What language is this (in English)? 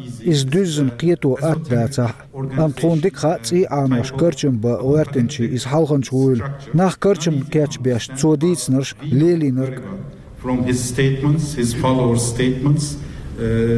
Chechen